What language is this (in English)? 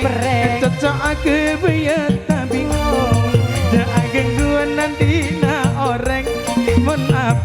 Madurese